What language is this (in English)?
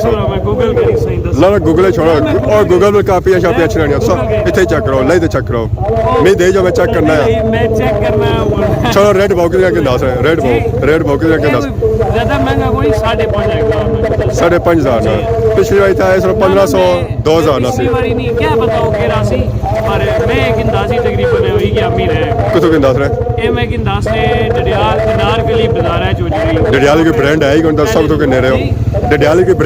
Pahari-Potwari